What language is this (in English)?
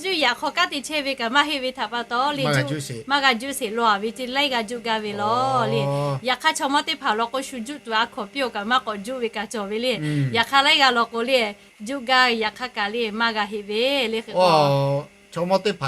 Lahu